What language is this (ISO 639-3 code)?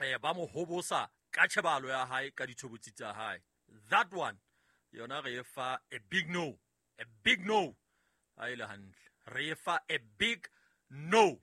sot